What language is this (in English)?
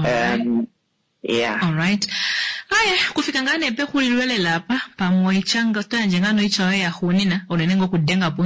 Kuanyama